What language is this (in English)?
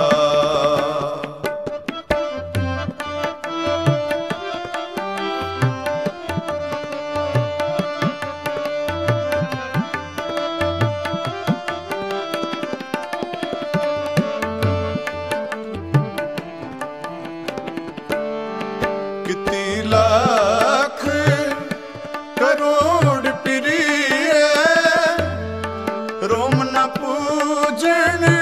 Punjabi